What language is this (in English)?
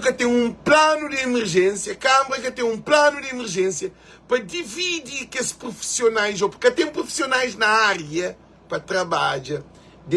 Kabuverdianu